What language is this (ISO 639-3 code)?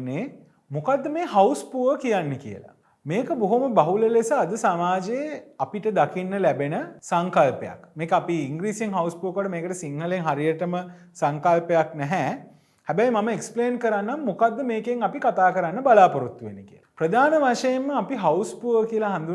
sin